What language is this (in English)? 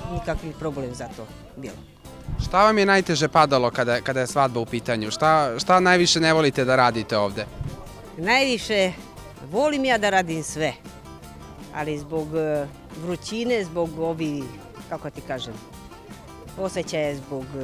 Serbian